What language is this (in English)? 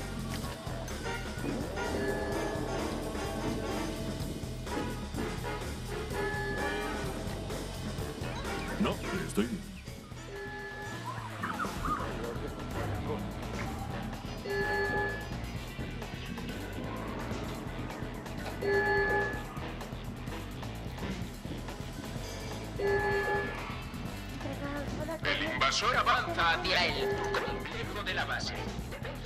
Spanish